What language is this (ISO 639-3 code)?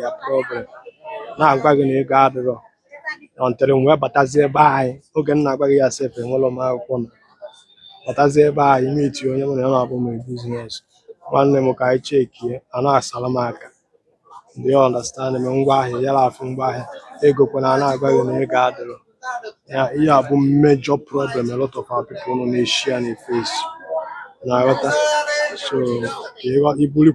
ibo